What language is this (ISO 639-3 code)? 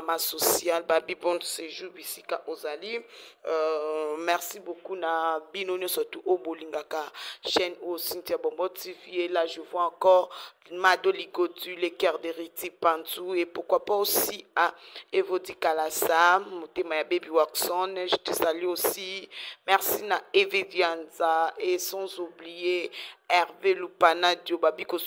lin